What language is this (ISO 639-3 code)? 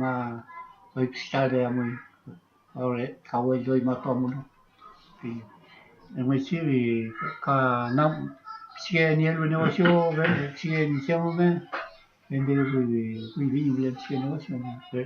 arn